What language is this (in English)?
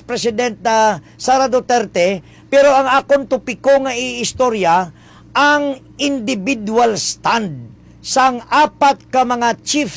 Hiligaynon